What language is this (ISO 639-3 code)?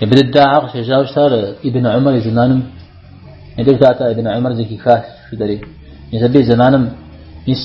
kbd